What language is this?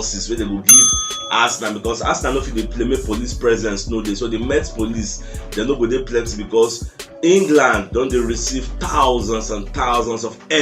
Nigerian Pidgin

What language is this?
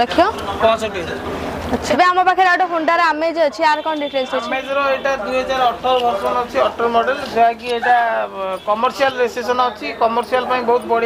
Odia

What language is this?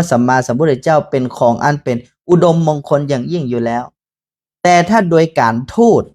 Northern Thai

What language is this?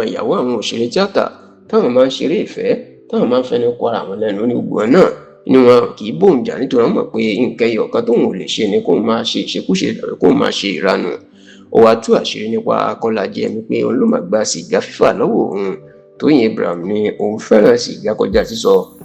Yoruba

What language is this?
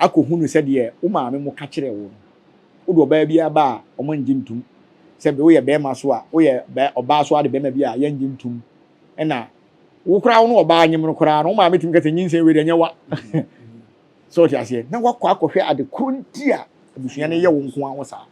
Akan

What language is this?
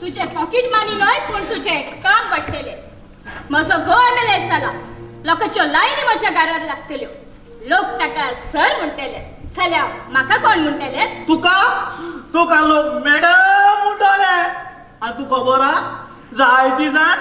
Konkani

